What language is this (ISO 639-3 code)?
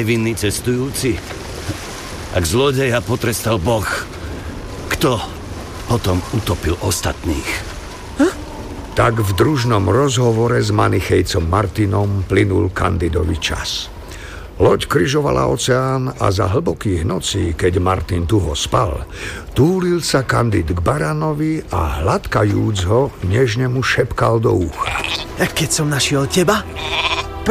slk